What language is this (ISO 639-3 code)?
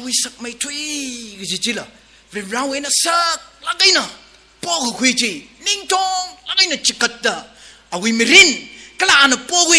nmf